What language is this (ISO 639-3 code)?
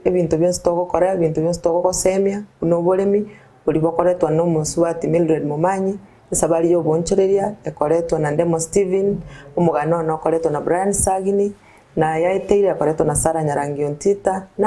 guz